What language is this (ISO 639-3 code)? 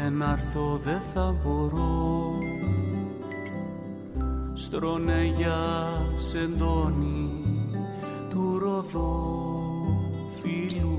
ell